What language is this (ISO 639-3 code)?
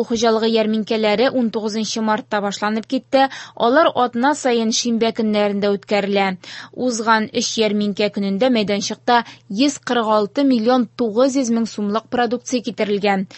tat